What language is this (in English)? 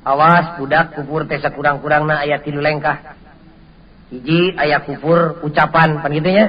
Sundanese